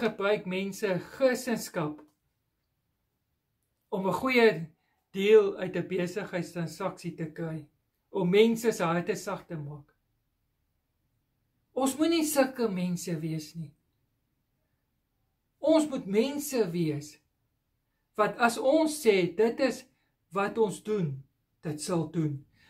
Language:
Afrikaans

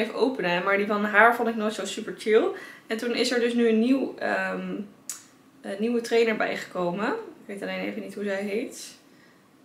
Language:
Dutch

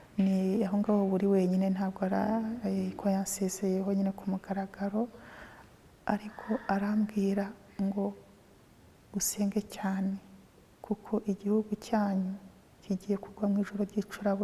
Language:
Kinyarwanda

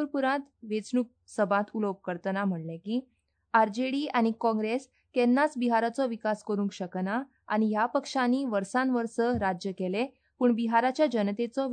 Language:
Konkani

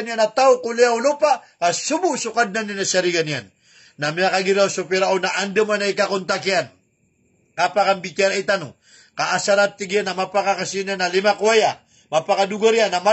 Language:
Maranao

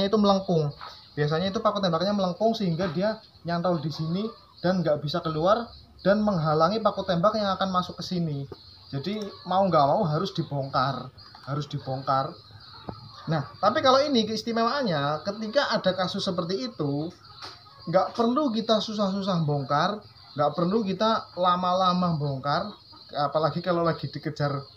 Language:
Indonesian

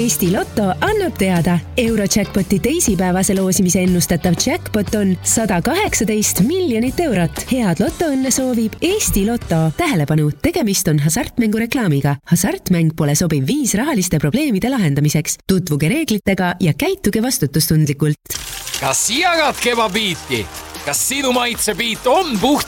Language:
Estonian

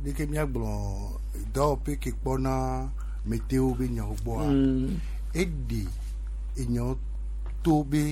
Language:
Gen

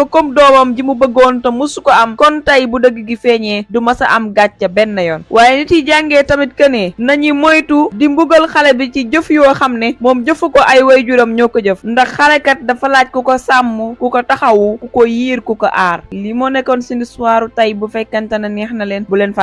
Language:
Wolof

